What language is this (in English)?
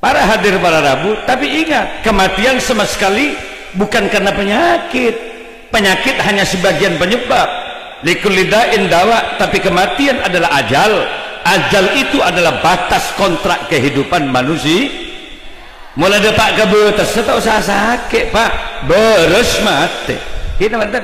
Madurese